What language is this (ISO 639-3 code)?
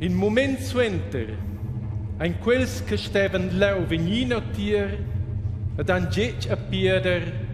roh